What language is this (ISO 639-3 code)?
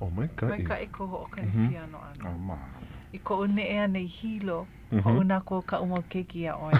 haw